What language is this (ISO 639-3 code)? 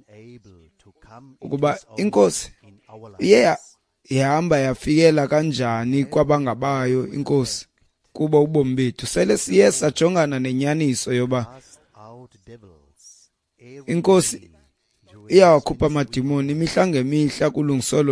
xho